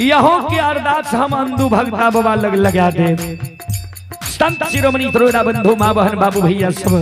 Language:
Maithili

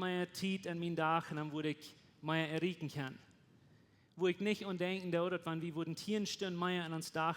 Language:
Plautdietsch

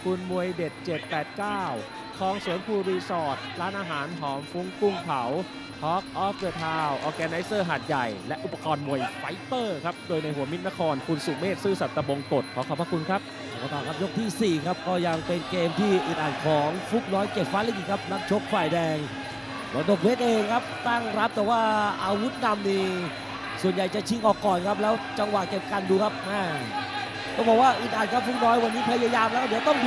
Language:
Thai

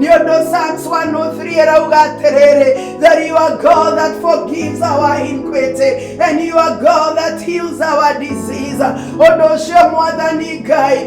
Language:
Kikuyu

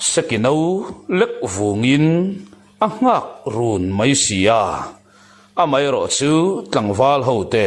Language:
Mizo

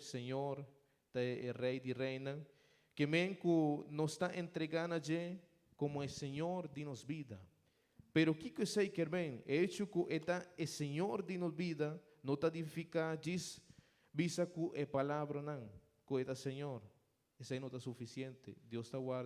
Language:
Papiamento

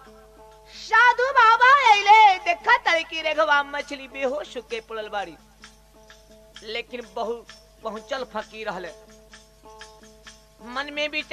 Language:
Bhojpuri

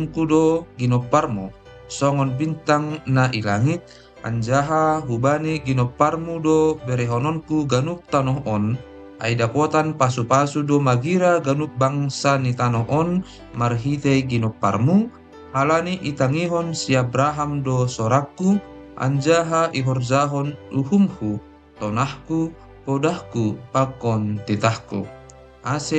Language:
Batak Simalungun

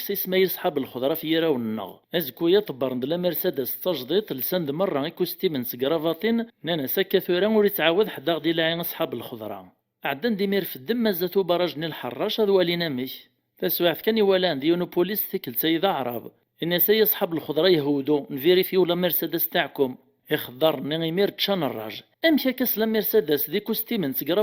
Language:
Kabyle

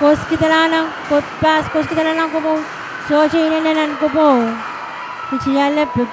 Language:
Pohnpeian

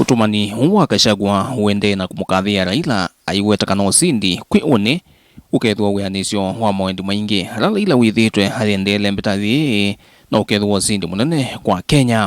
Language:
Kamba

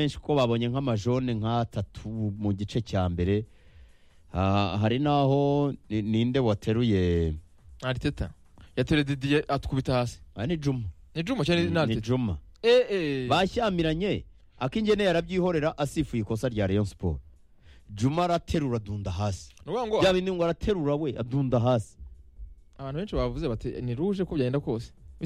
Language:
Kinyarwanda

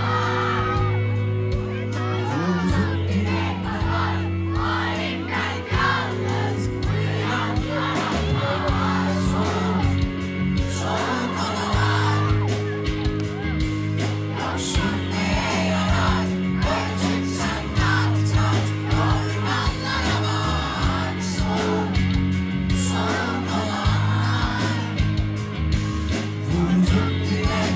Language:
Turkish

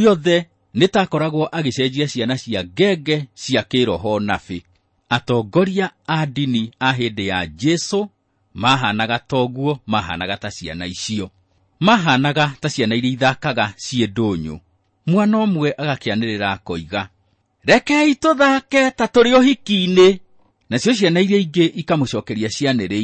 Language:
Kikuyu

